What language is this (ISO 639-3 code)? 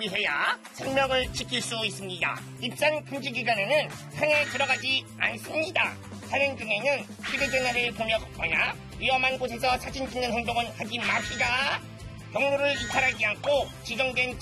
kor